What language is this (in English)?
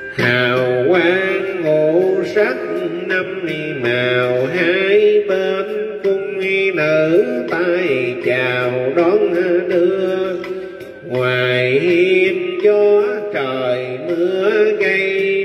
Vietnamese